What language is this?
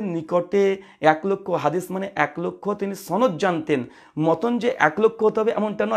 Bangla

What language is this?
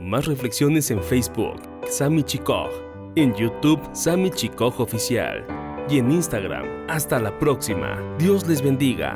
Tzeltal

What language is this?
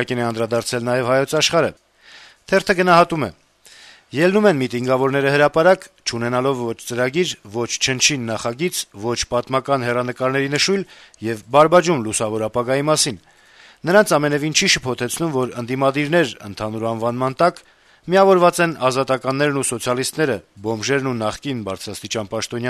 Armenian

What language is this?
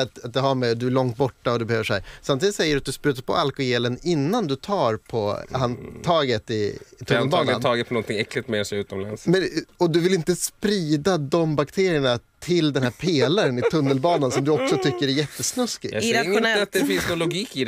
Swedish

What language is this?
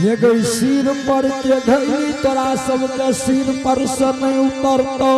Angika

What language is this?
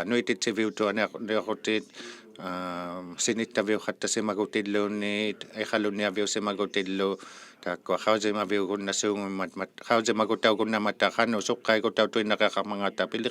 Inuktitut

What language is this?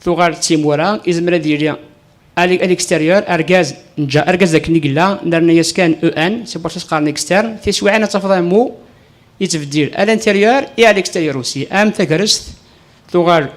Kabyle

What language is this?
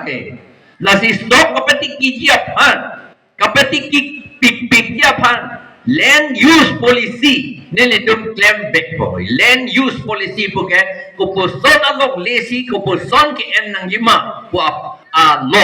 Karbi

